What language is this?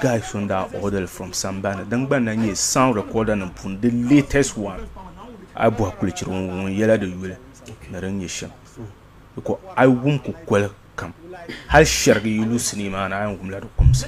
Dagbani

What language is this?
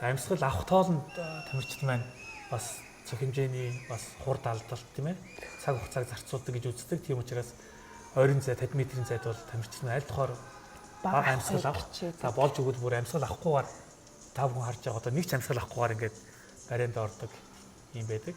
Mongolian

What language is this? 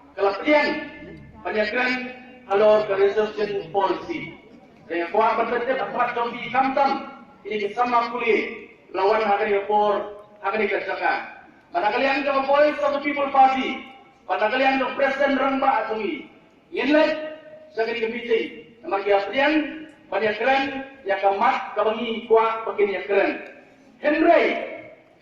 Khasi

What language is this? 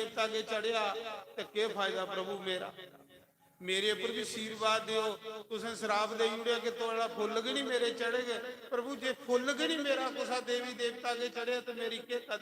Dogri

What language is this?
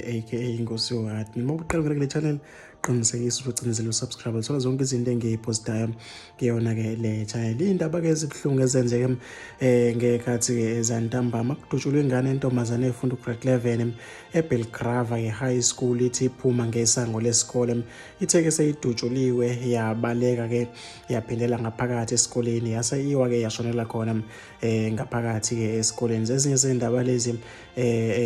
Zulu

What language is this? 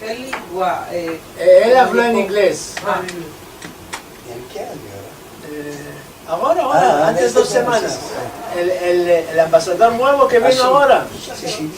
Ladino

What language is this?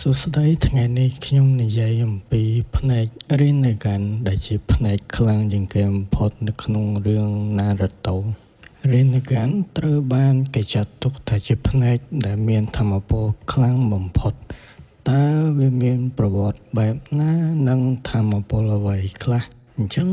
Khmer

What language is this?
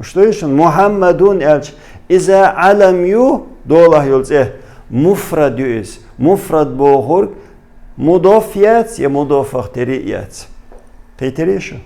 Chechen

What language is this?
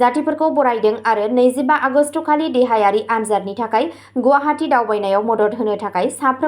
Bodo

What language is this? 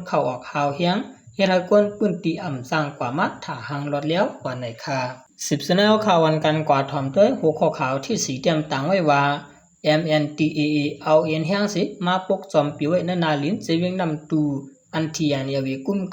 Shan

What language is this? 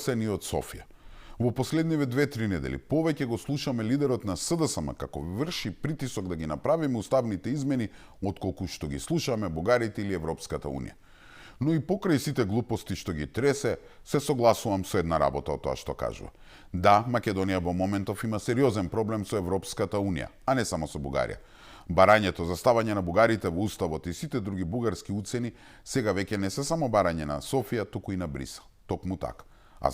Macedonian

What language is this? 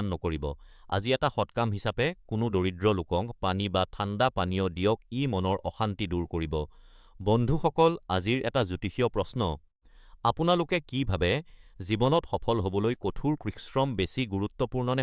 Assamese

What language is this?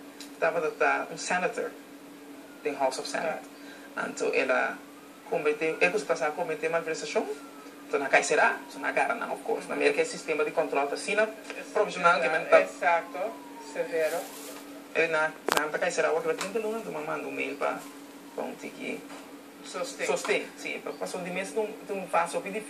Papiamento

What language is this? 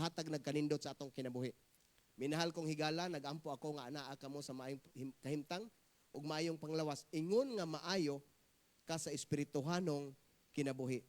Cebuano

